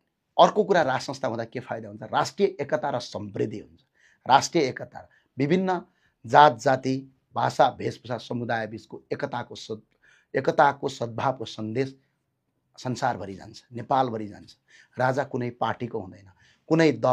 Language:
Nepali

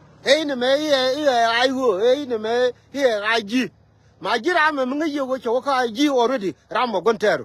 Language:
Nuer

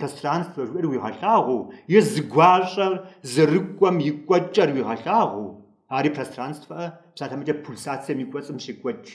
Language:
Kabardian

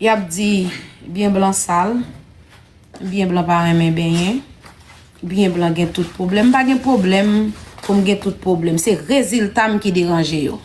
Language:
Haitian Creole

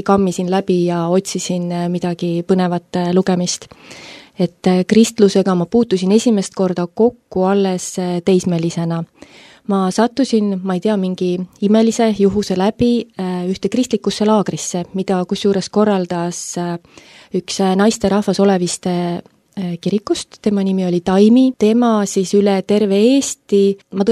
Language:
Estonian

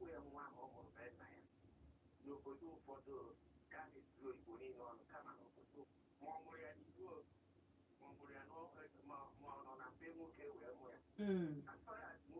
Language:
Igbo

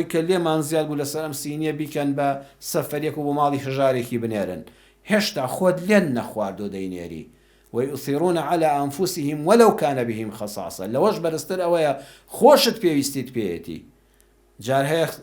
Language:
Central Kurdish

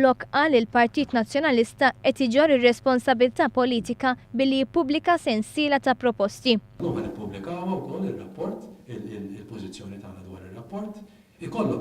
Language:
Maltese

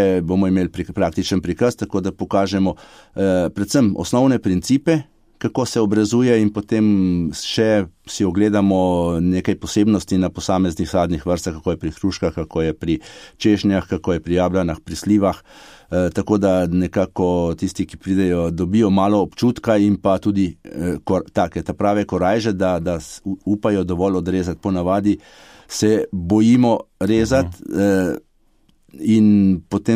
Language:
Slovenian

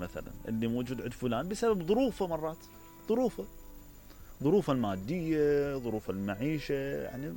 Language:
Mesopotamian Arabic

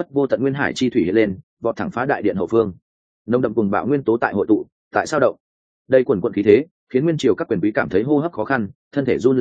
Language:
Vietnamese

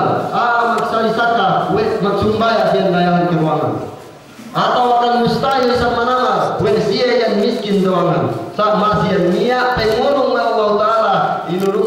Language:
Yakan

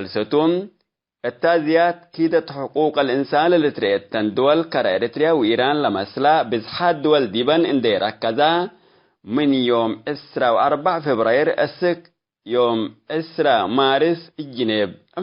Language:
Tigre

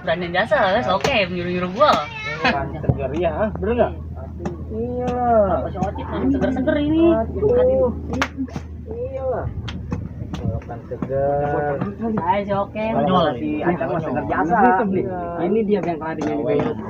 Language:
Betawi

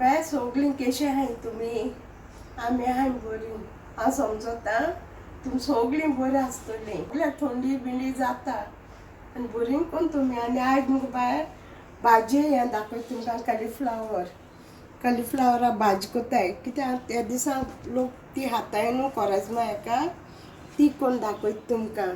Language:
Konkani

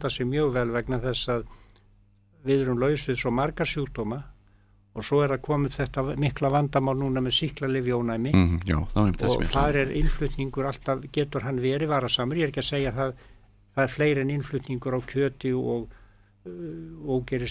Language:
Icelandic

